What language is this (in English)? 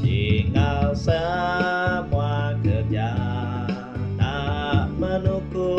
Iban